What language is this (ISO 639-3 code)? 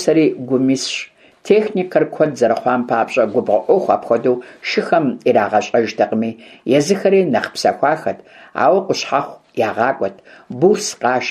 kbd